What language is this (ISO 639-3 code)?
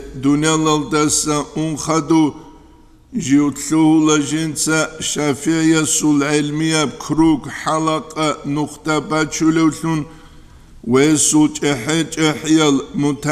ava